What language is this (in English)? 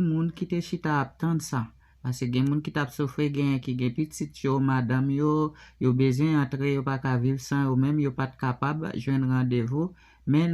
Haitian Creole